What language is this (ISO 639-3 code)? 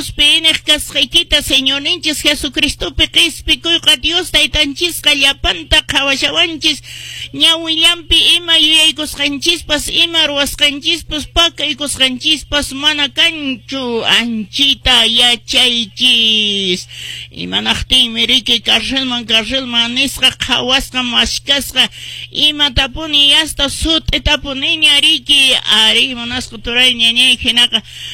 que